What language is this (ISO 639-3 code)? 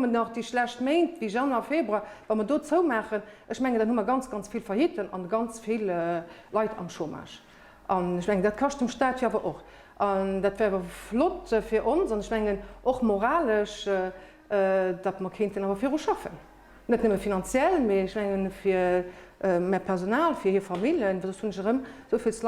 ltz